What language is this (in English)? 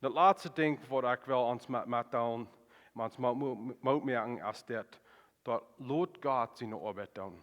Plautdietsch